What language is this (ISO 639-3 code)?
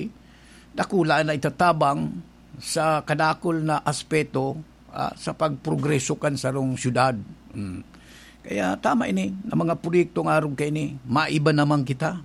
bik